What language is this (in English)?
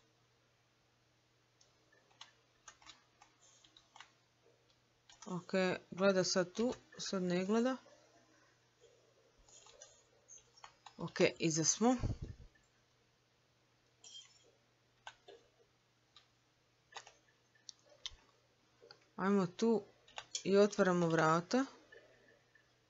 Croatian